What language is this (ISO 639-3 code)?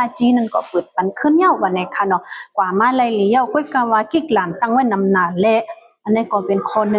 shn